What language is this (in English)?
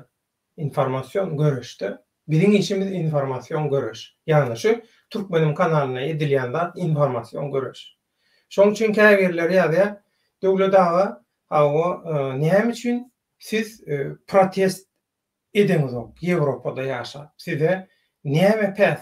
Turkmen